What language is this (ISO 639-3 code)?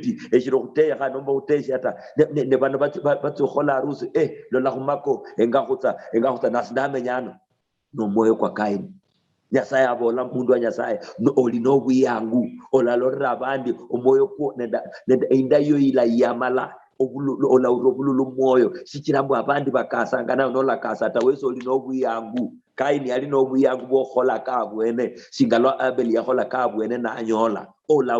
luy